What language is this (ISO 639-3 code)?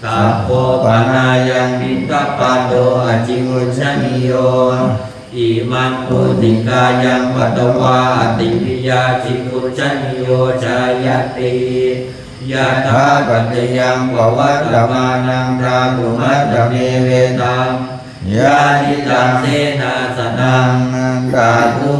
pli